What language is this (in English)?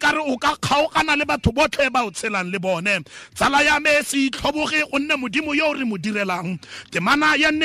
Tswana